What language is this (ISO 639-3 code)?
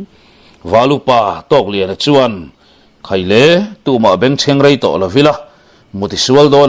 lus